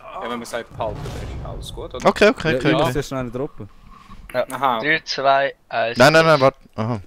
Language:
Swiss German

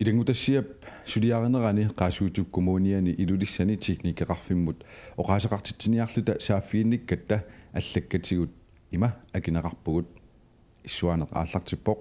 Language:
Kalaallisut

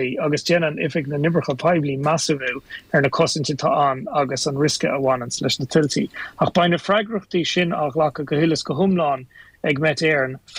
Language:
Irish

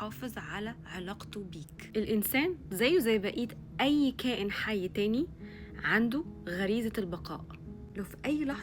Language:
Egyptian Arabic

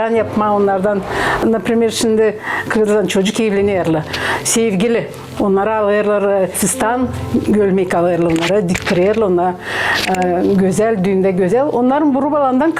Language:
Gagauz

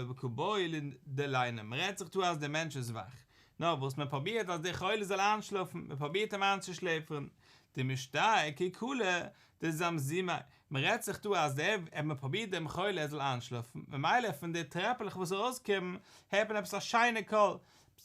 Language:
Yiddish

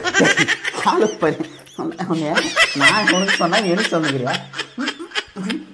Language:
Tamil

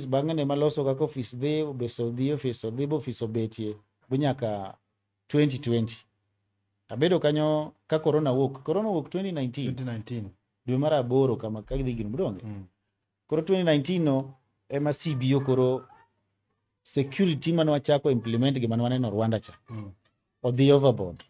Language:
Luo (Kenya and Tanzania)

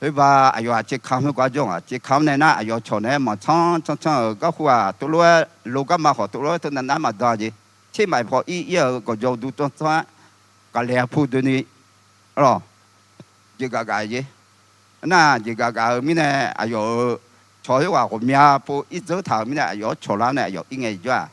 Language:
Akha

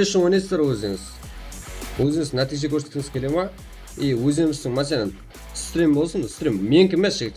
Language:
Kara-Kalpak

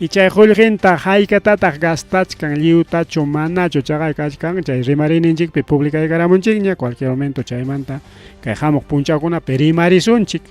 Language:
Ayacucho Quechua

